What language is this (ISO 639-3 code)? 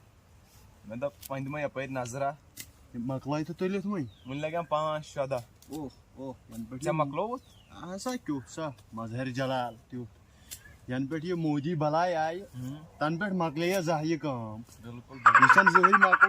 kas